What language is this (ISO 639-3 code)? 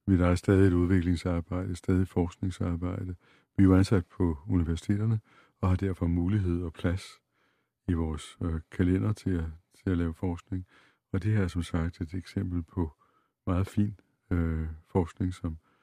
dan